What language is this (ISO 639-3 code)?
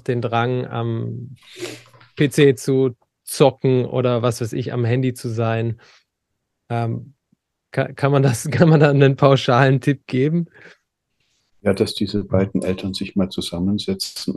deu